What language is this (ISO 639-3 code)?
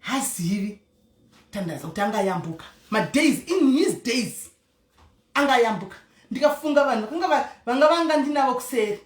sna